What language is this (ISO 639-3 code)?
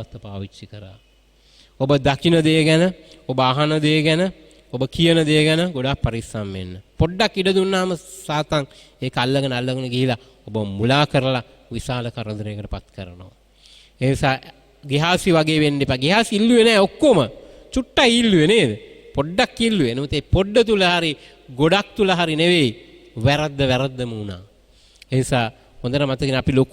sin